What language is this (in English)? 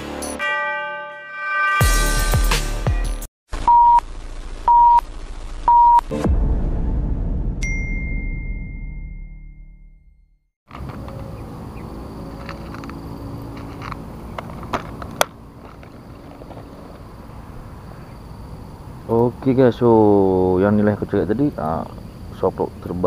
Malay